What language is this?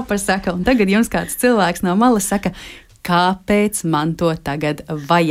Latvian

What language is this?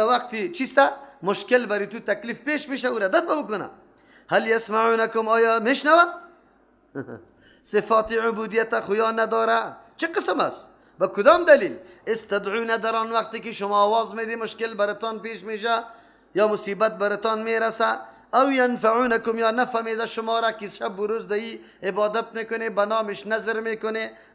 Persian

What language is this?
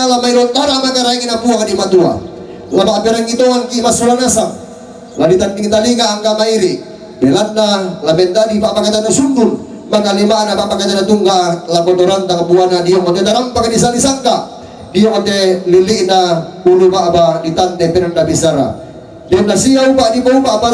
Toraja-Sa'dan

